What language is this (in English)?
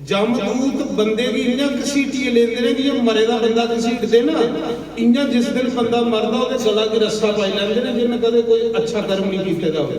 Dogri